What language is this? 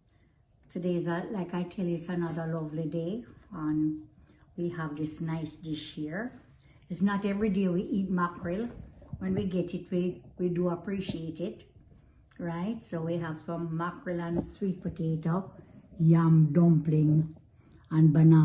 Jamaican Creole English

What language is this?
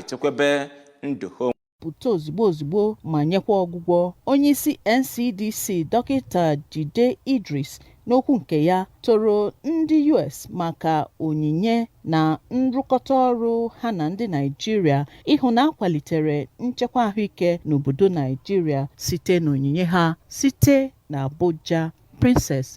Igbo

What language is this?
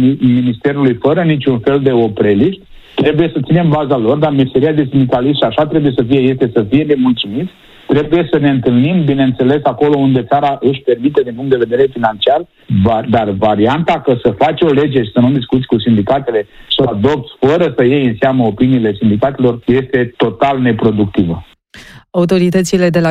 Romanian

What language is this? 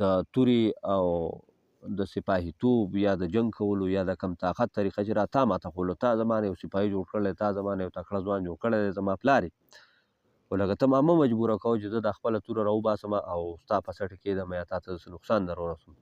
Pashto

